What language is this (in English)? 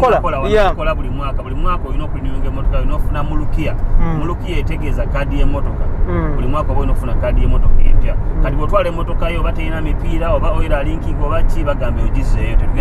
Ganda